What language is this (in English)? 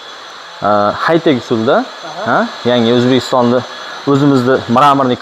Uzbek